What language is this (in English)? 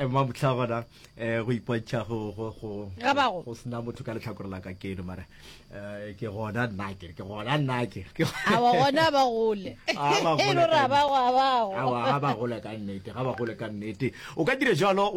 Northern Sotho